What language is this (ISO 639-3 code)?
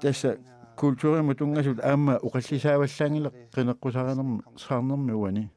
kal